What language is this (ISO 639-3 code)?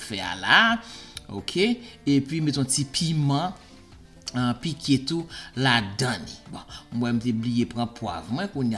hat